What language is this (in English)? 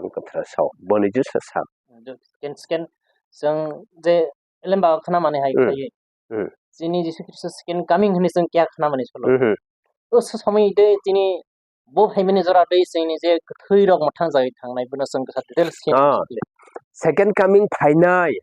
Kok Borok